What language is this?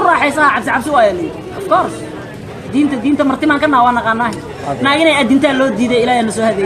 Somali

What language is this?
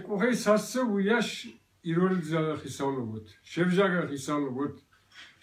Ossetic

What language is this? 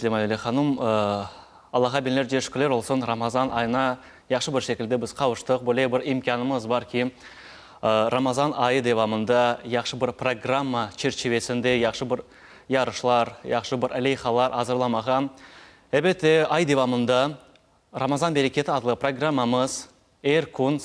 Crimean Tatar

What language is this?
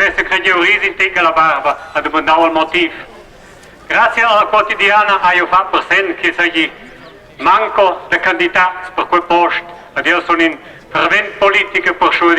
Romansh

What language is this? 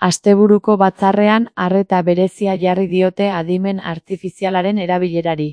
Basque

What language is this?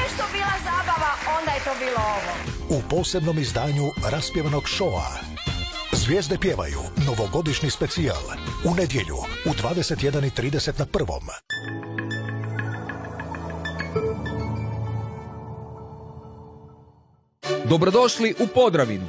Croatian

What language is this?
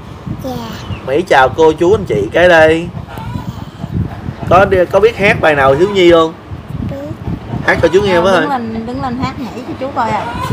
Vietnamese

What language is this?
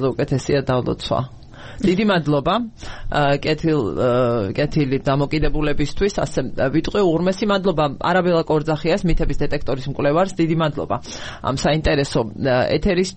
Georgian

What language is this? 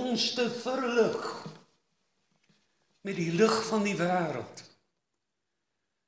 Afrikaans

